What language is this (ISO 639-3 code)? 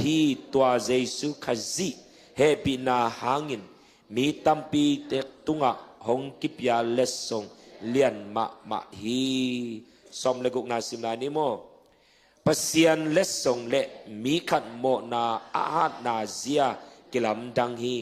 ctd